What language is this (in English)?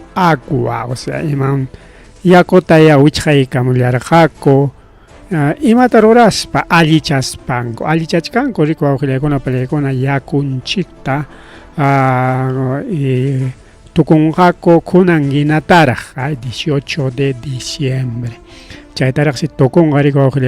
Ayacucho Quechua